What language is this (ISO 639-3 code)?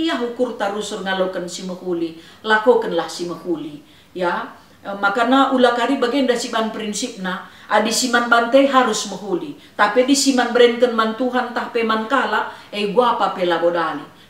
btx